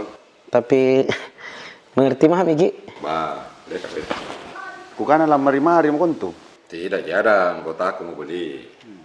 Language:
Makassar Malay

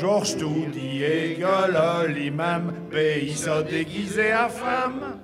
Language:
Picard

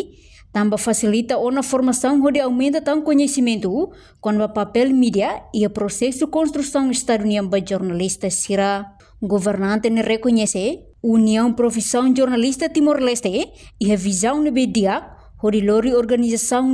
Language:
Tetum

